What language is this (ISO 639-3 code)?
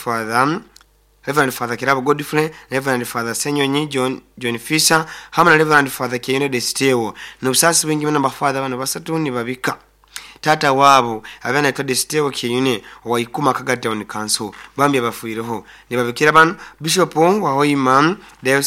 nyo